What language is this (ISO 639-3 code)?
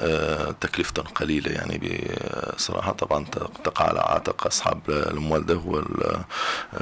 apc